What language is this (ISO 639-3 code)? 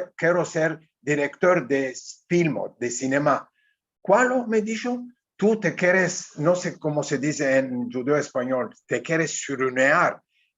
lad